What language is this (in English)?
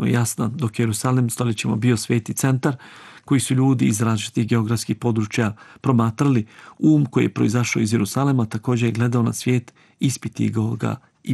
Bosnian